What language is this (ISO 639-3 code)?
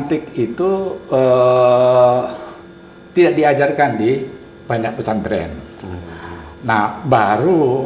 ind